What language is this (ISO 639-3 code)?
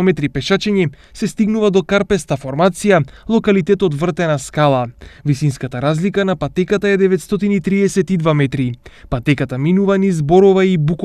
mkd